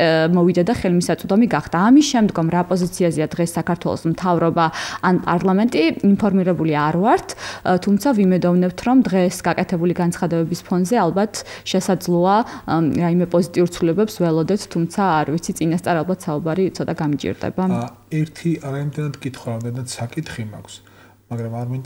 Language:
Georgian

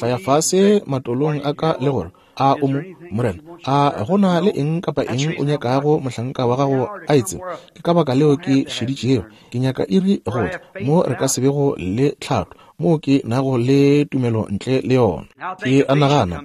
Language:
Northern Sotho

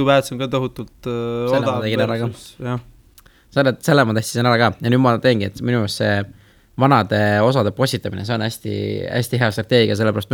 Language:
Estonian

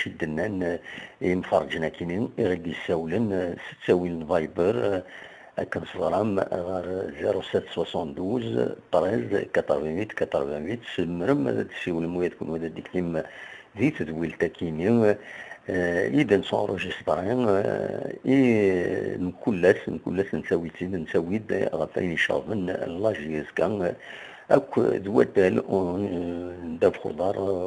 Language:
Kabyle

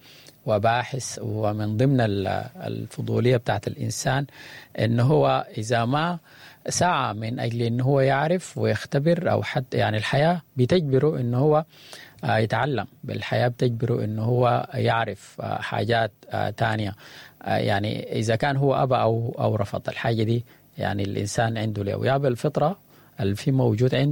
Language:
Sudanese Arabic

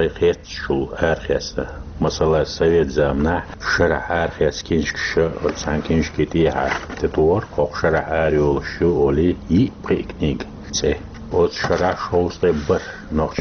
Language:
Chechen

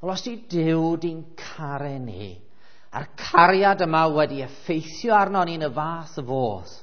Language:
Welsh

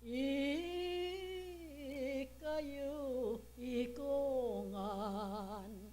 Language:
Pampanga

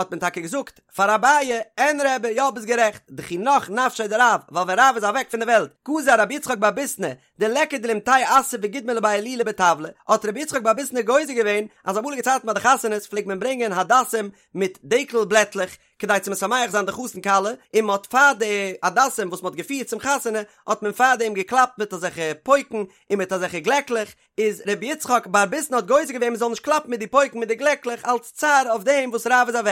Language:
Yiddish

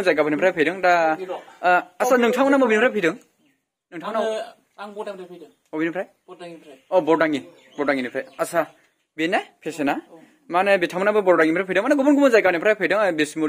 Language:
Bodo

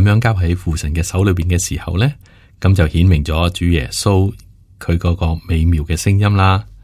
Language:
Cantonese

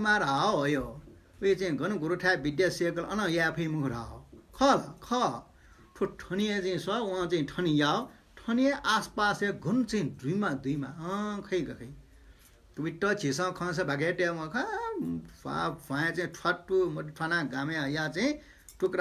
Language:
Newari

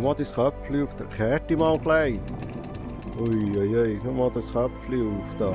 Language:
Swiss German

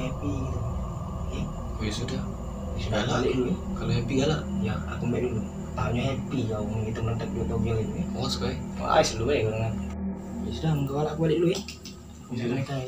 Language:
Musi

